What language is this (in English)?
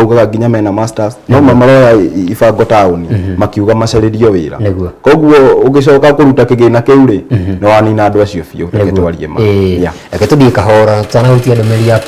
Kikuyu